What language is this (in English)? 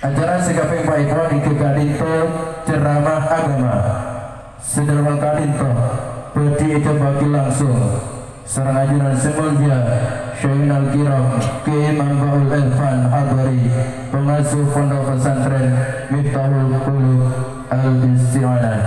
Madurese